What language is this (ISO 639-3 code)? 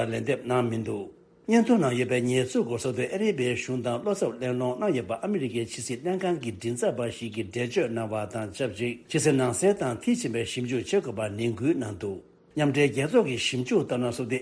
bod